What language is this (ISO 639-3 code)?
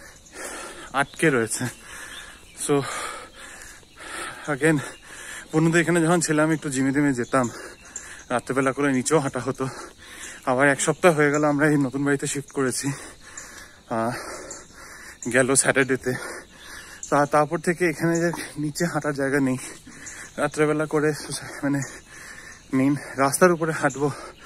ben